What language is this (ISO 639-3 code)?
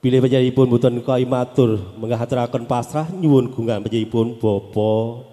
jav